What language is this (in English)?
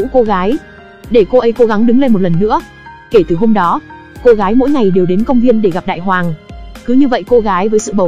Vietnamese